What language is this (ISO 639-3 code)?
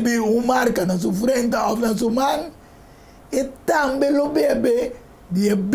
pap